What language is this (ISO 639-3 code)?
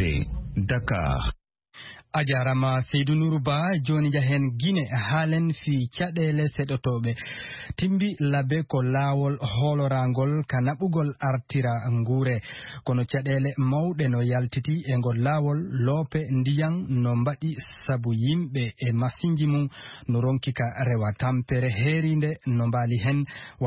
ful